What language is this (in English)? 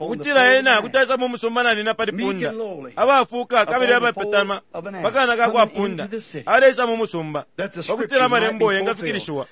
Bemba